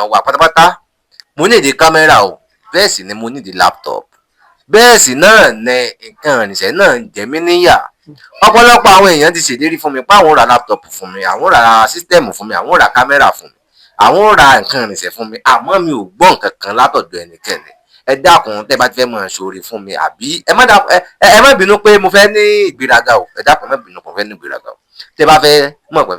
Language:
Yoruba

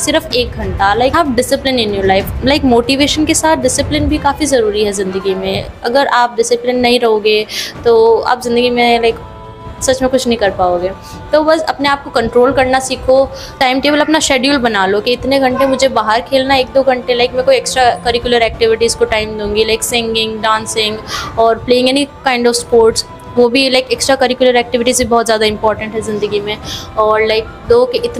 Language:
Hindi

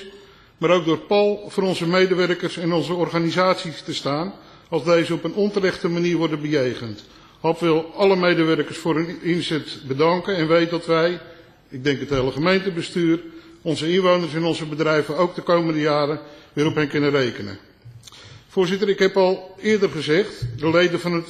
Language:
Dutch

